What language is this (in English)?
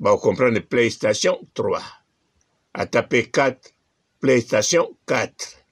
Lingala